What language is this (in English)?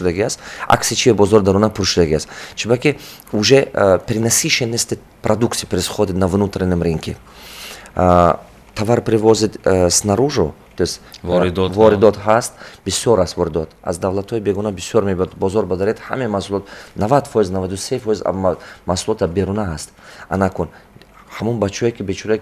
Tajik